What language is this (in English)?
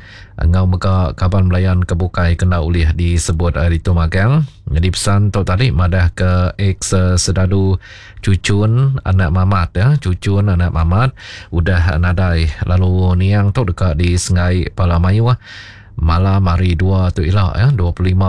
Iban